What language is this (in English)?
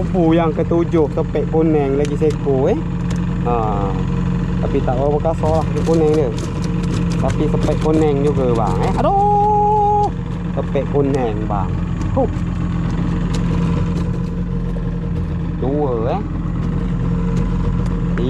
Malay